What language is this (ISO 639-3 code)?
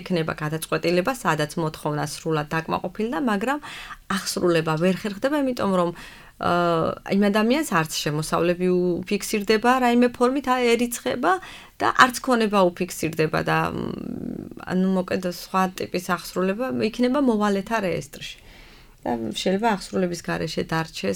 kat